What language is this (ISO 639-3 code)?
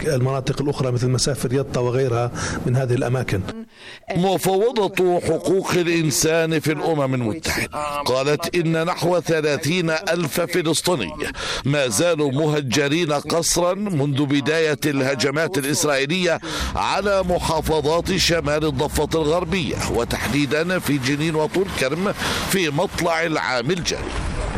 ara